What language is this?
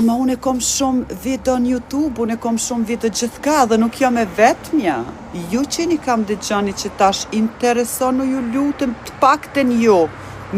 Albanian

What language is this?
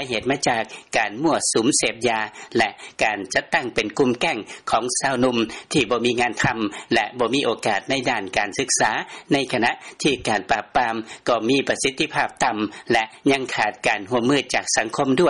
Lao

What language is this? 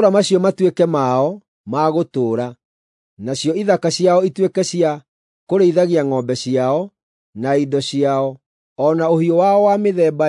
Kikuyu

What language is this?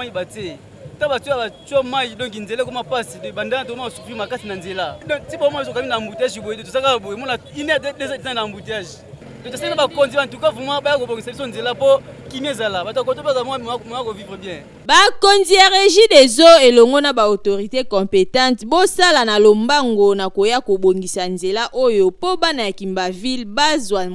Lingala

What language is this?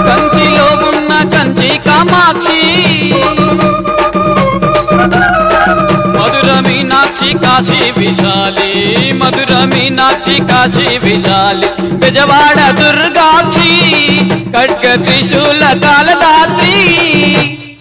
Telugu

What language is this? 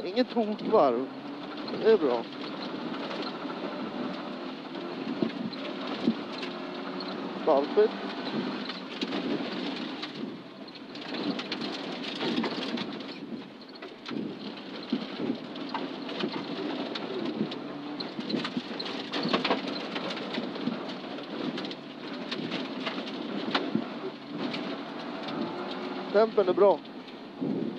Swedish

